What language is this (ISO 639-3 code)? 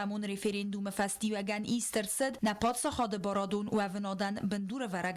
oss